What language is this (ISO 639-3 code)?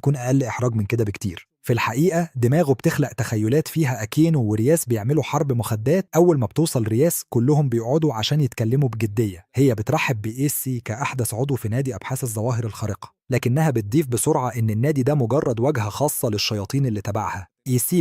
arz